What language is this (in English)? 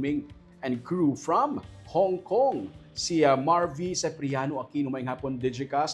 Hiligaynon